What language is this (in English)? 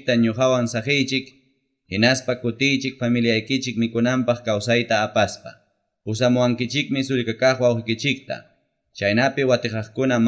Ayacucho Quechua